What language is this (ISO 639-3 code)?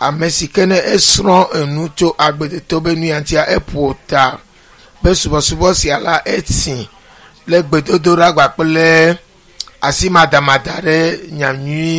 ewe